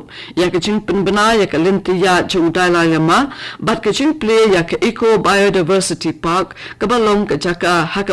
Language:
Khasi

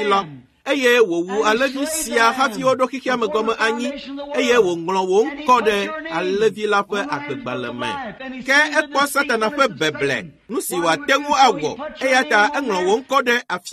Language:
Ewe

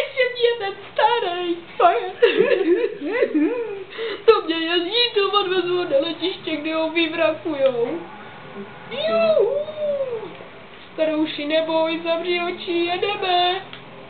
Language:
Czech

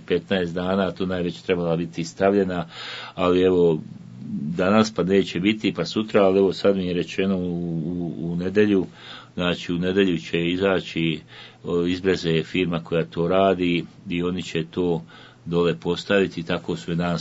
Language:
Bosnian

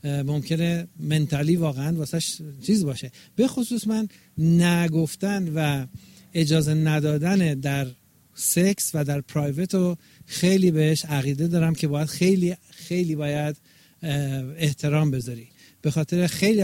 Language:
Persian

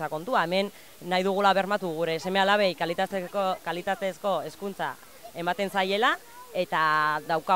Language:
Basque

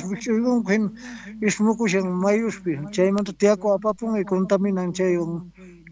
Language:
Quechua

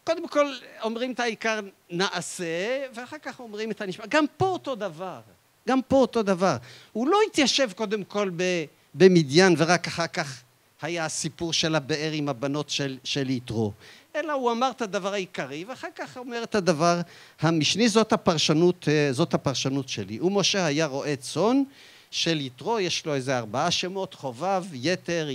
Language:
Hebrew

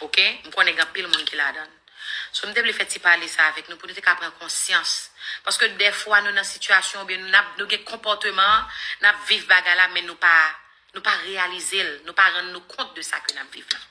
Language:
Haitian Creole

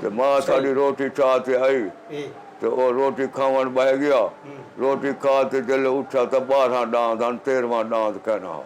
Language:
Saraiki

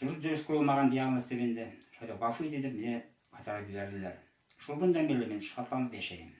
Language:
Bashkir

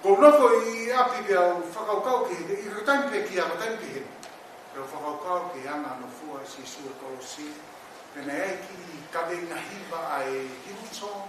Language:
Tongan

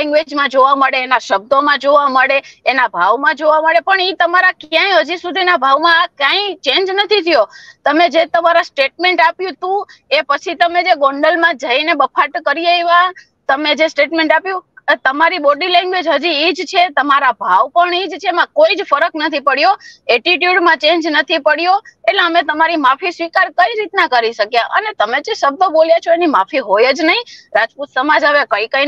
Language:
Gujarati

